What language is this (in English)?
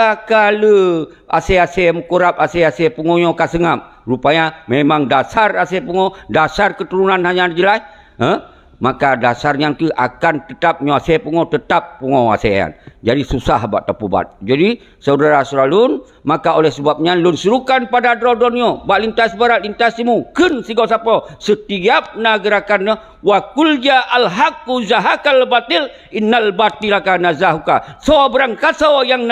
Achinese